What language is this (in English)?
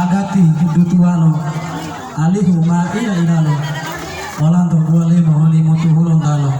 Gorontalo